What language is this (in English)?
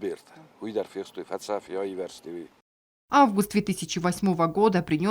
Ossetic